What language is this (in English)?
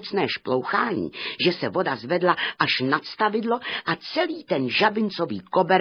Czech